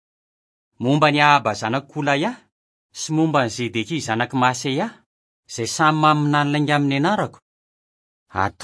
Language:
Malagasy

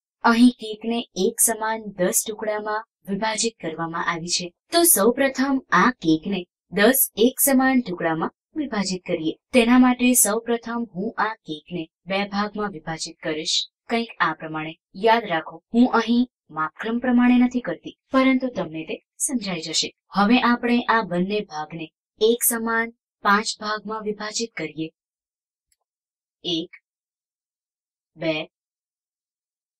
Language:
Gujarati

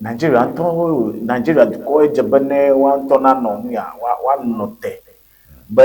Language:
Ewe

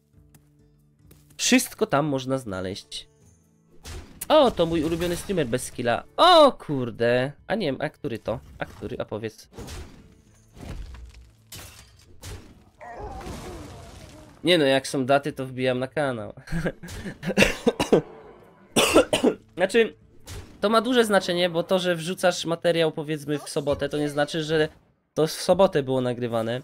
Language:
Polish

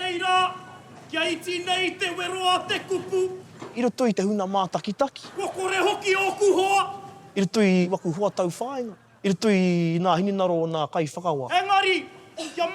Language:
Māori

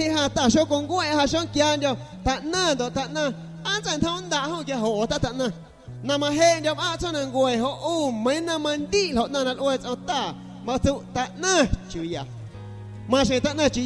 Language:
San Pedro Amuzgos Amuzgo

